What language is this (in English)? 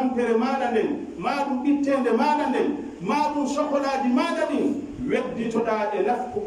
Pular